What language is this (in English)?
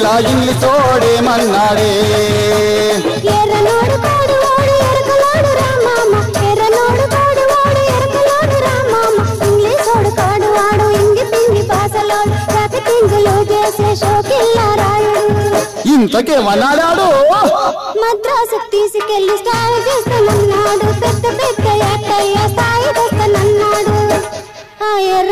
Telugu